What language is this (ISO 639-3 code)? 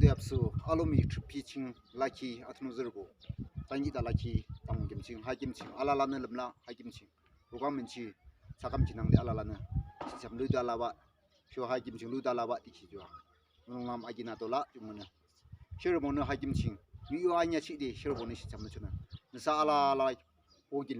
yim